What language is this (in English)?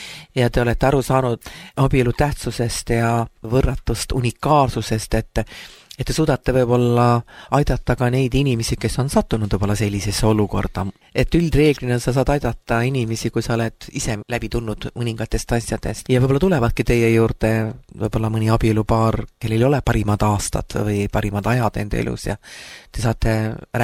Estonian